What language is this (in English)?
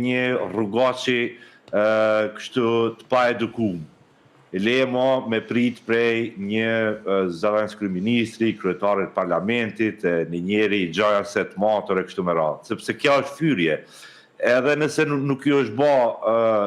Albanian